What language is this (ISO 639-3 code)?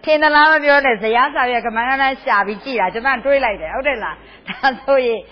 mya